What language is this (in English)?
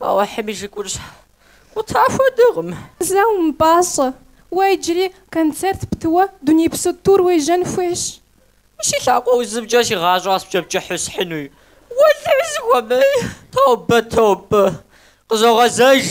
Kabardian